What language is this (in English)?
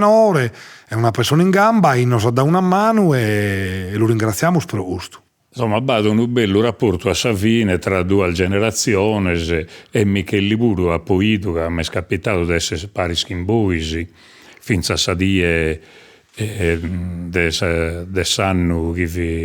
Sardinian